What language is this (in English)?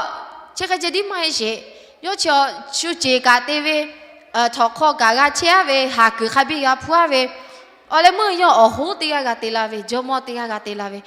Lahu